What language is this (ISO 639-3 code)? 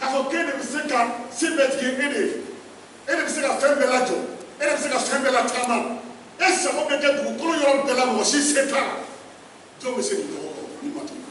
bam